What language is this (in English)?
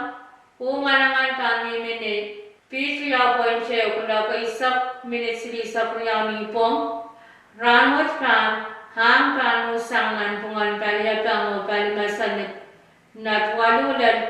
Pohnpeian